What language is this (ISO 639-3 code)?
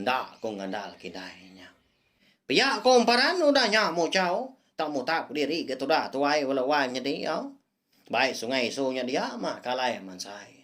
iba